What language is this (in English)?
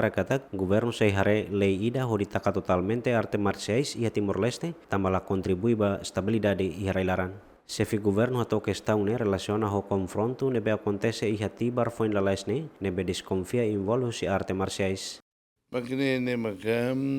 Tetum